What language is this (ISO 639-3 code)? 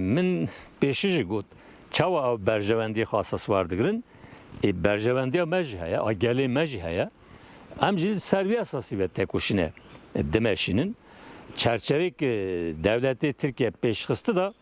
kur